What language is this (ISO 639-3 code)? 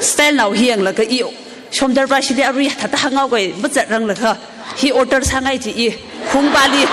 nmf